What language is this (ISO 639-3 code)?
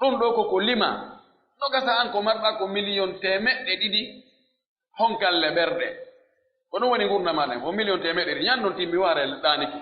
fuf